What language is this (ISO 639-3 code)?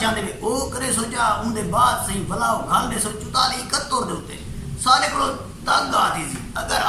skr